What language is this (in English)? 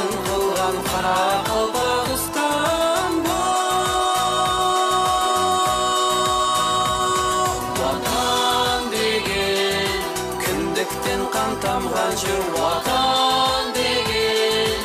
Kara-Kalpak